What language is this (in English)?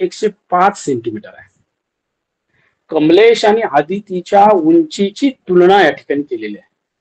Marathi